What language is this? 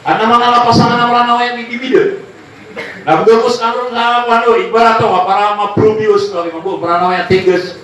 Maranao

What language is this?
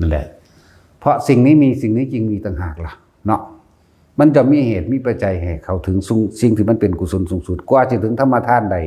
Lao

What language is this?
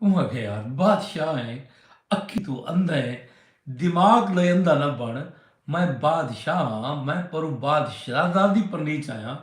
Saraiki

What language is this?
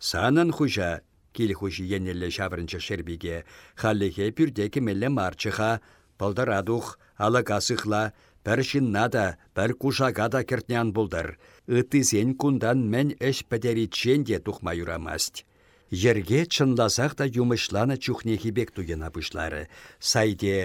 Chuvash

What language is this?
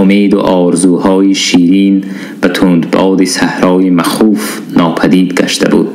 Tajik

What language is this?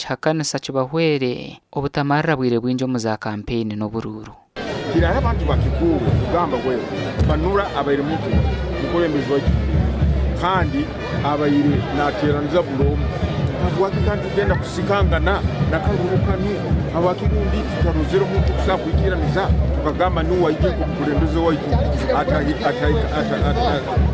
Nyankole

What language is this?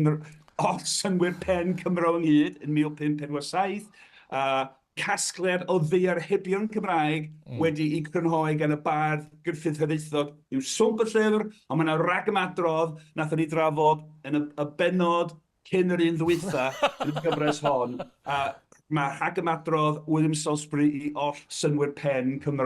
Welsh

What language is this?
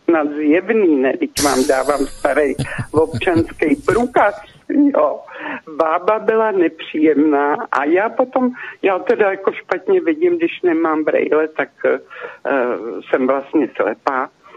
Czech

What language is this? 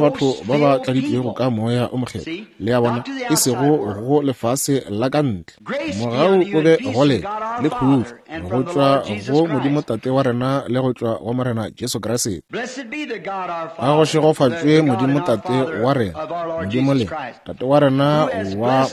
Northern Sotho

